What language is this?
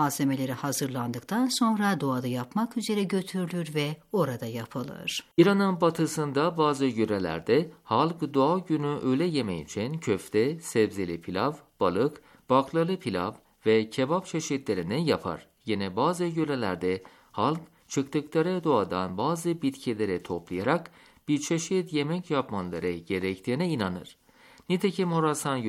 Turkish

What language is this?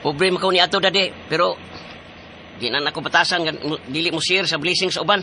Cebuano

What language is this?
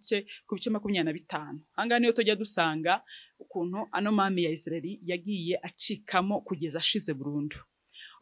Kinyarwanda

